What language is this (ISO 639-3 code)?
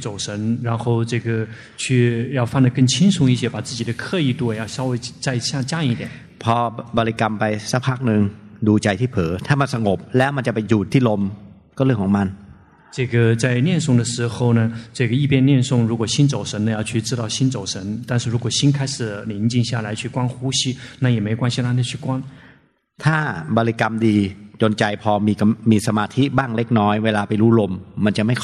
tha